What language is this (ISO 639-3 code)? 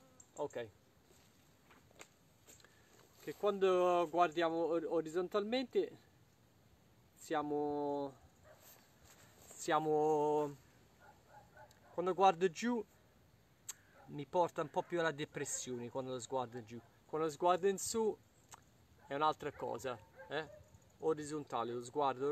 ita